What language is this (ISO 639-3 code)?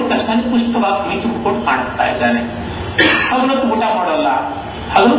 kan